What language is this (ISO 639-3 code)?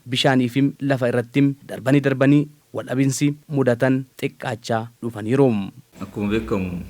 orm